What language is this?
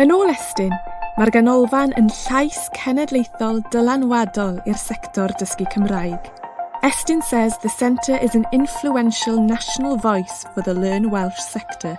Welsh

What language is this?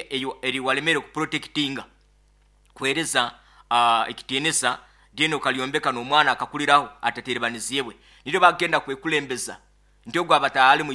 Nyoro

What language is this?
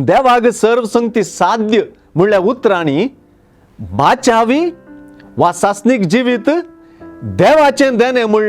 Konkani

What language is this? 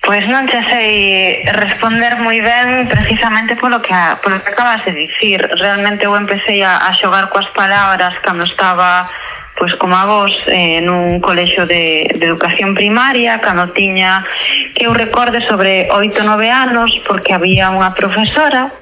Galician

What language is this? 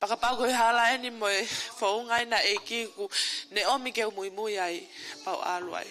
Tongan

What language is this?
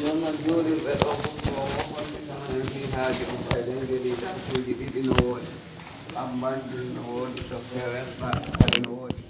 Fula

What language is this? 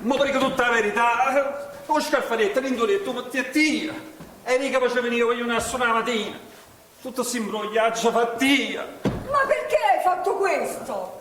Neapolitan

